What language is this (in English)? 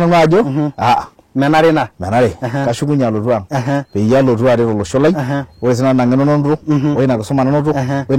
Masai